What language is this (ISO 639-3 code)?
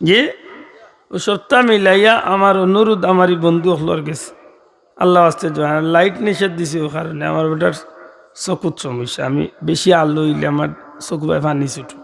syl